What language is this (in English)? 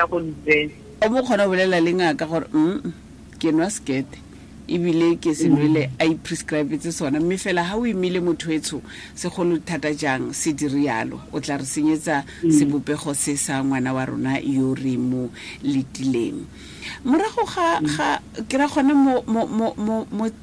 Tswana